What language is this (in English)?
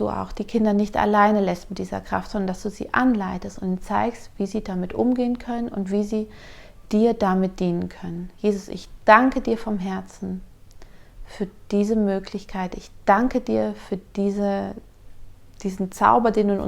Swiss German